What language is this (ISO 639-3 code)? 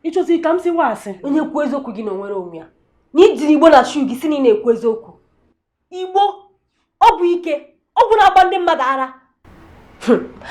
ibo